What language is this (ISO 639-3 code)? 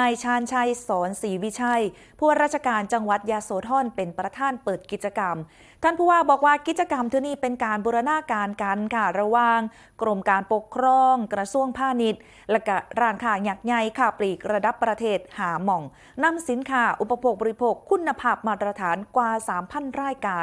tts